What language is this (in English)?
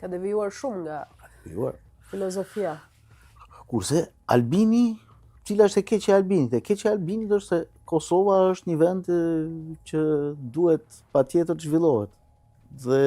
Albanian